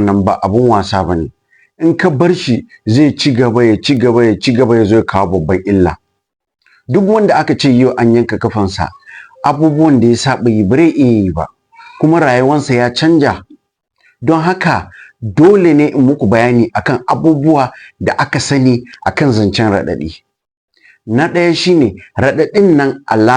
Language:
Hausa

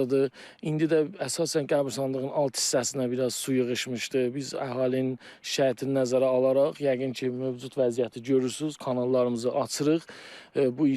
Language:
Azerbaijani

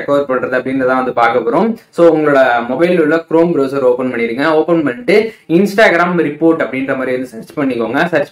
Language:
Tamil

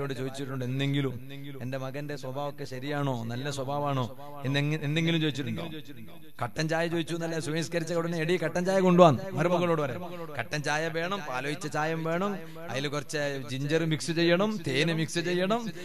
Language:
Malayalam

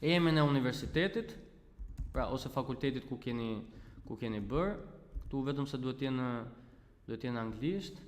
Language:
Albanian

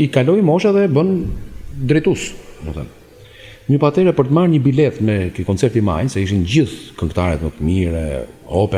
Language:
Albanian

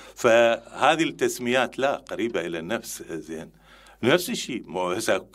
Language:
Mesopotamian Arabic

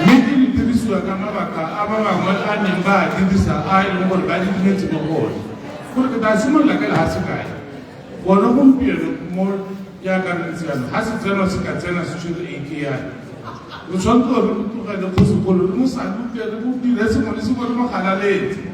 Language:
Tswana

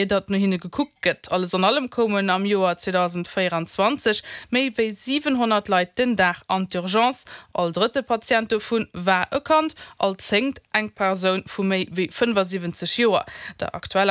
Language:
Luxembourgish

